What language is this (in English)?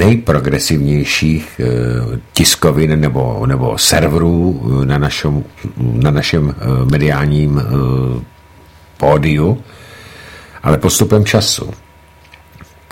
Czech